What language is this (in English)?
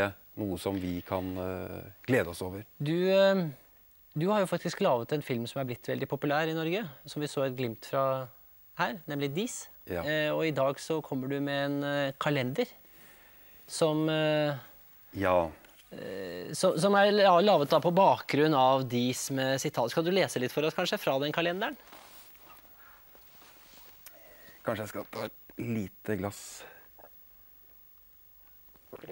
Norwegian